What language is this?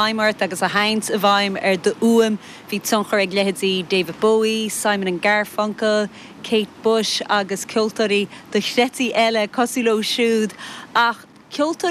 Irish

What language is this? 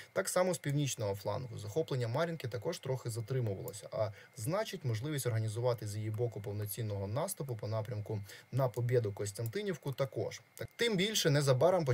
Ukrainian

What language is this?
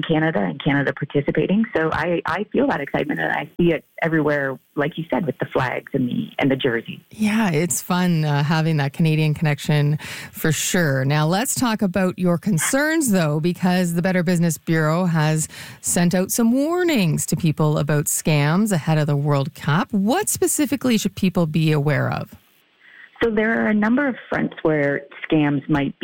English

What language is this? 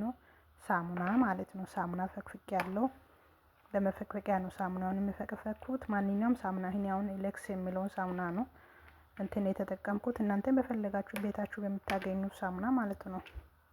Amharic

